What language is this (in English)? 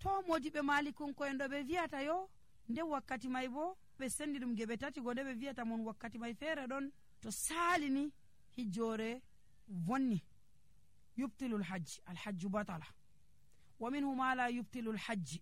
Nigerian Fulfulde